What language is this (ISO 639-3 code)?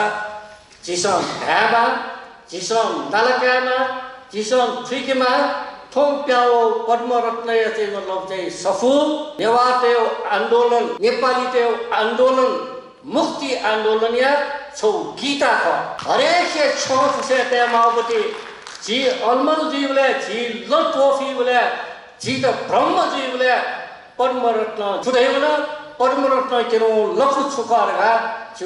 new